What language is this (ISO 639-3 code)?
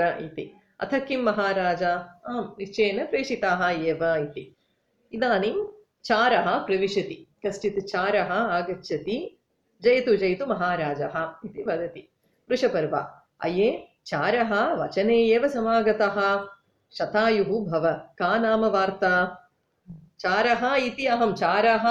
san